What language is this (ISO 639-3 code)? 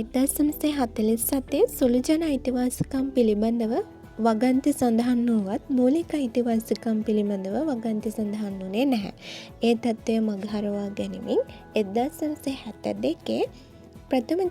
sin